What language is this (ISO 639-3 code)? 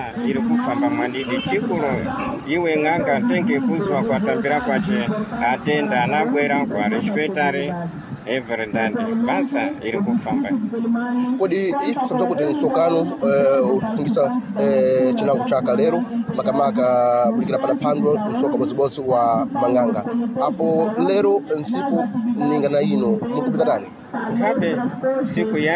seh